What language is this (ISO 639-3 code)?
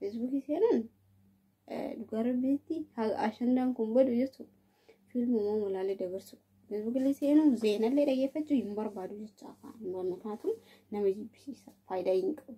orm